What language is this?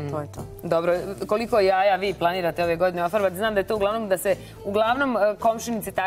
Serbian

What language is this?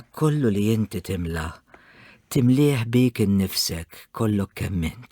Maltese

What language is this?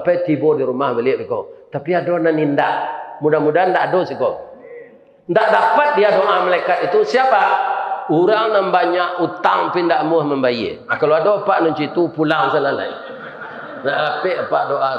Minangkabau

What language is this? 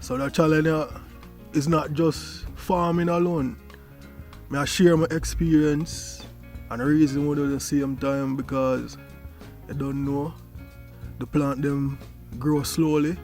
Jamaican Creole English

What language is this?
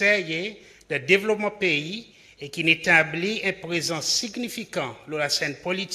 Seselwa Creole French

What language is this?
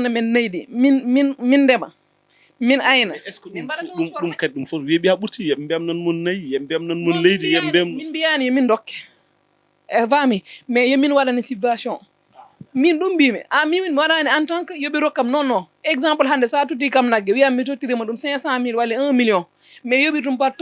Fula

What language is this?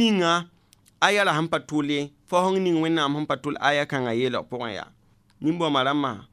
Mossi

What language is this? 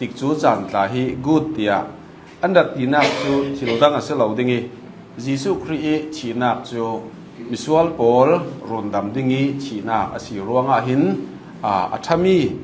Falam Chin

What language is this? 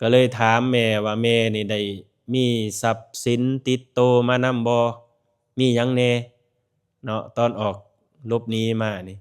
Lao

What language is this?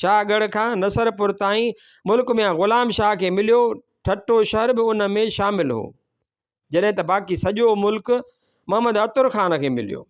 Sindhi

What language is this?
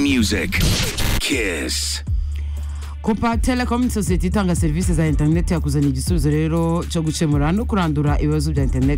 Kinyarwanda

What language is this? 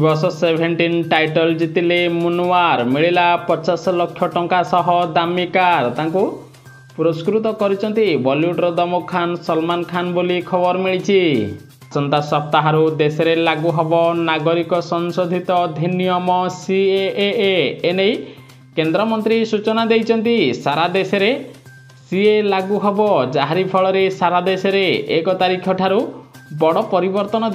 Odia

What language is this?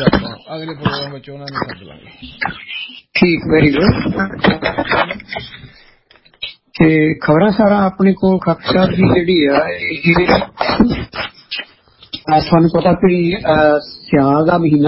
Punjabi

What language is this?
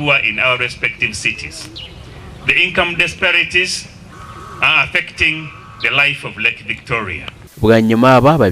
Nyankole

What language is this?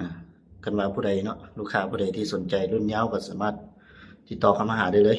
Lao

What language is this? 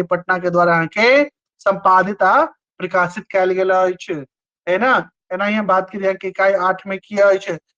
Maithili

